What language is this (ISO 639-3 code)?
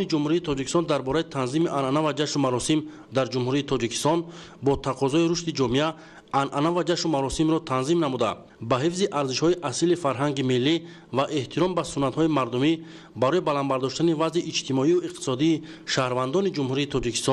tgk